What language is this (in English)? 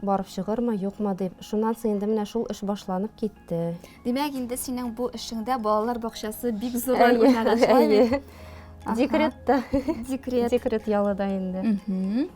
Tatar